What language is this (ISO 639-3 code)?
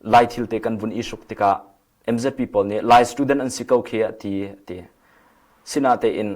cnh